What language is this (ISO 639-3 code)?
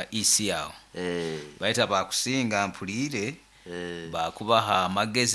nyo